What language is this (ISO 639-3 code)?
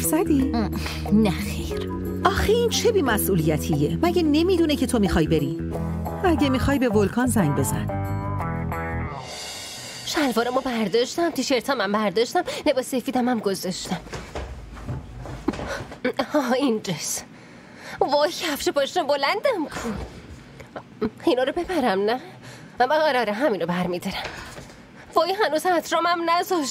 fas